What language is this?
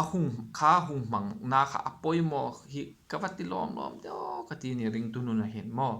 Hmar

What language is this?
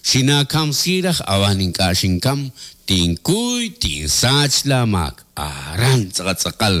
Kekchí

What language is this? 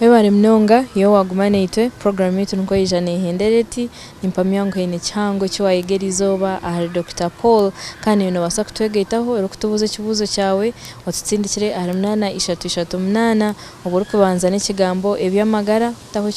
Nyankole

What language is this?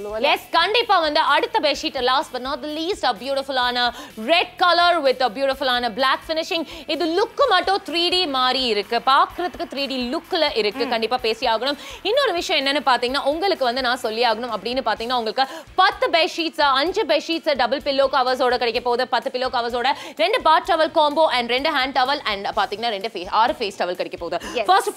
Tamil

